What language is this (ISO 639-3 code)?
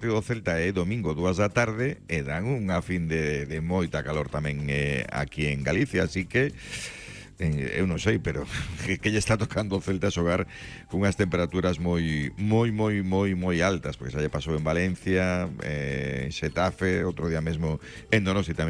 glg